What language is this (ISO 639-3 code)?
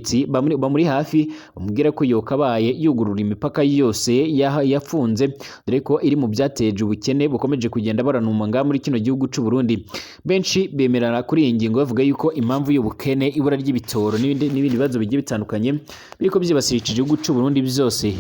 run